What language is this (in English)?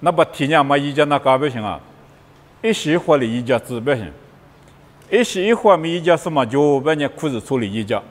Lisu